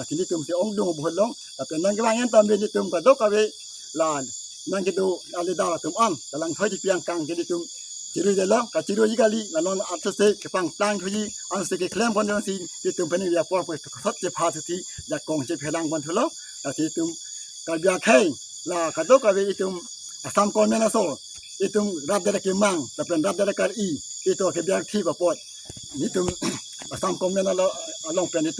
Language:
Karbi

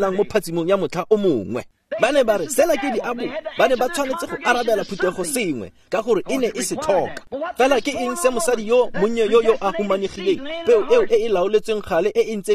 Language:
Tswana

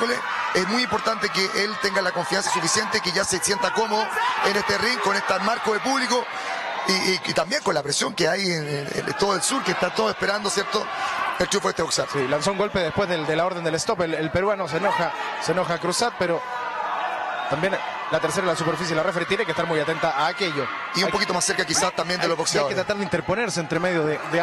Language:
Spanish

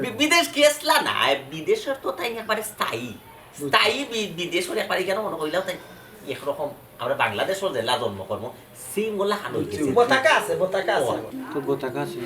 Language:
Sylheti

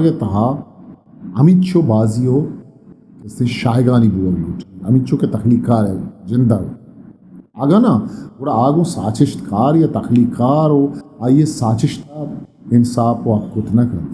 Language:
Eastern Balochi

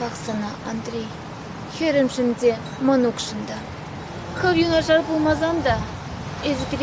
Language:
Chuvash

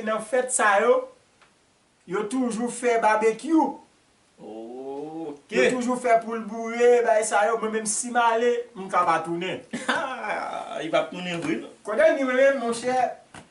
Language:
Haitian Creole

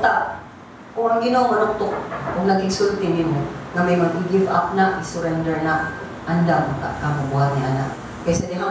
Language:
Cebuano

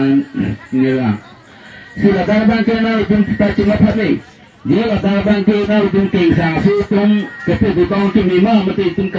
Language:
Karbi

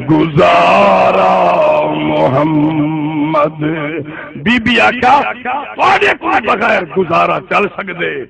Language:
Saraiki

